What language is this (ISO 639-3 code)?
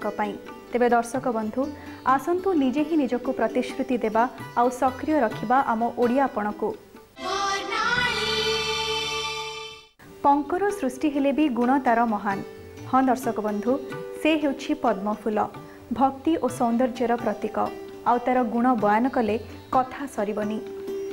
ori